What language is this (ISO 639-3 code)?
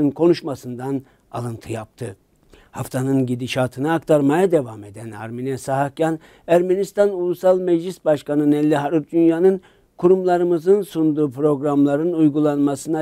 tur